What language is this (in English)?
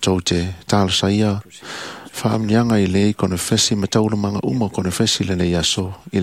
Samoan